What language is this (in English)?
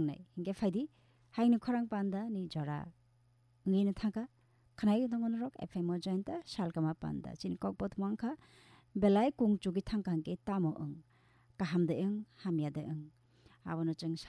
Kok Borok